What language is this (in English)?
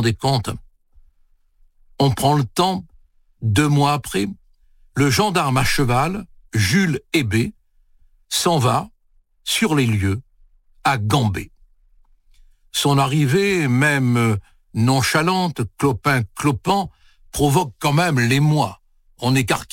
French